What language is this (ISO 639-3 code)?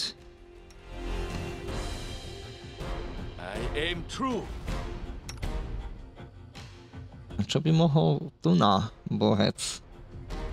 slk